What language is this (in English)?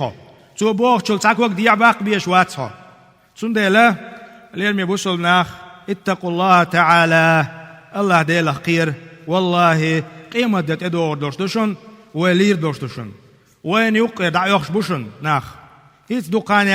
Chechen